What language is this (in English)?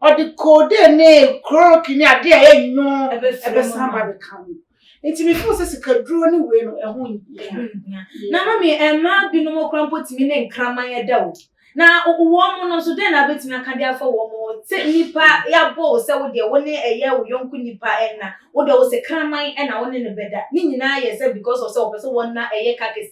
Akan